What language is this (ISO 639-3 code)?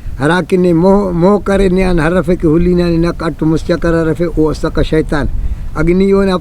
brh